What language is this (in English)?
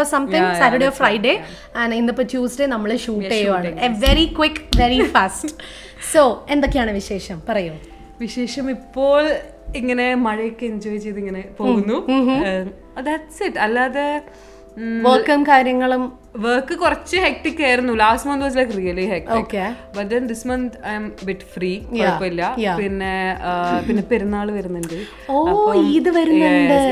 Malayalam